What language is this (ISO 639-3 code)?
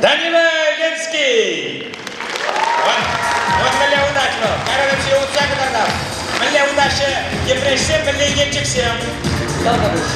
chv